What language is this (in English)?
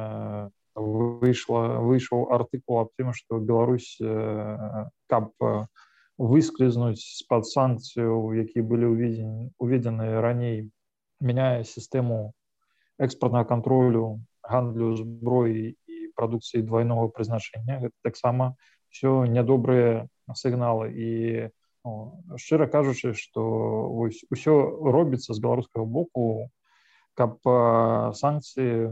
Belarusian